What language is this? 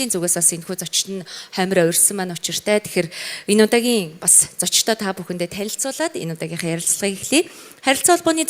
Mongolian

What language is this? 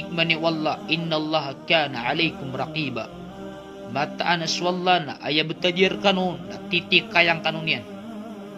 Maranao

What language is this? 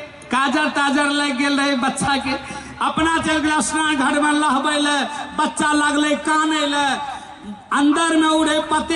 Maithili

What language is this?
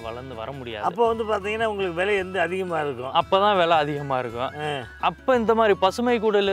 Tamil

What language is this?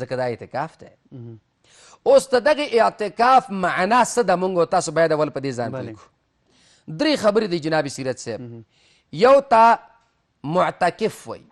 Pashto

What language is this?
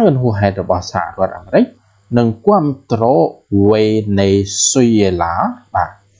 Khmer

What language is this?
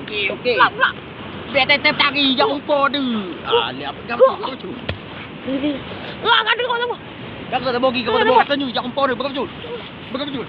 Achinese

